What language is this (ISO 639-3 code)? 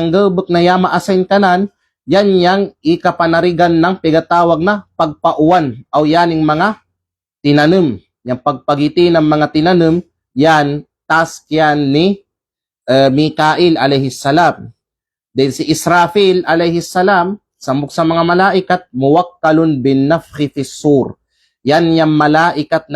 kqe